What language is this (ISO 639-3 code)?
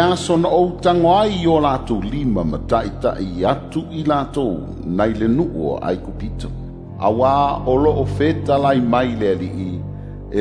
smo